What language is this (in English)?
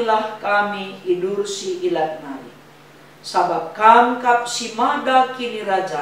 Batak Karo